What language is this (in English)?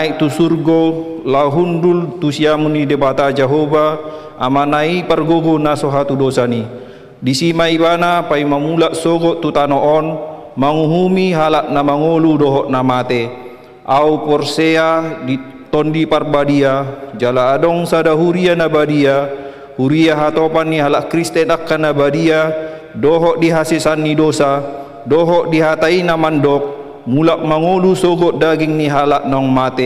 Batak Toba